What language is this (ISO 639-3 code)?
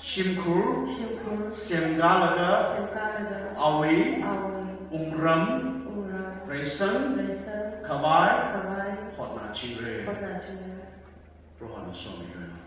nmf